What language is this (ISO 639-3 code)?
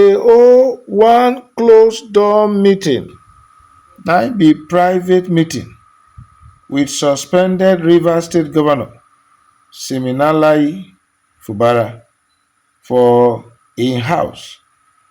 pcm